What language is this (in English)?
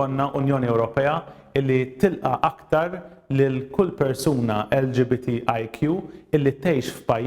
Maltese